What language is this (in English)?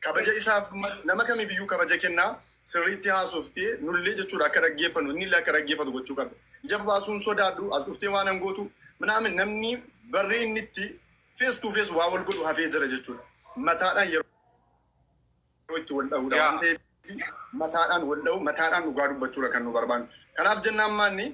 Oromo